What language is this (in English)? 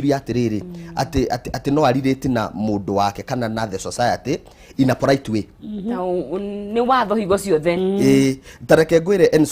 Kikuyu